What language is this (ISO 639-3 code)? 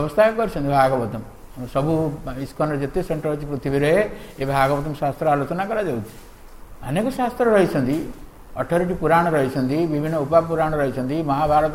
ori